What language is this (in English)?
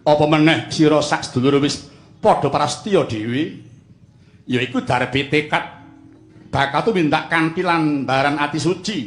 Javanese